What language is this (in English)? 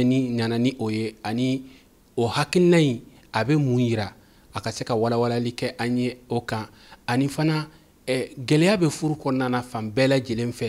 Bambara